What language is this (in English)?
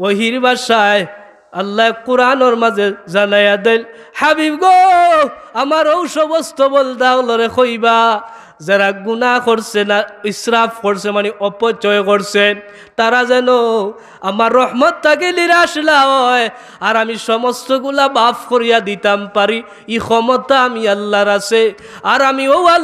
Sylheti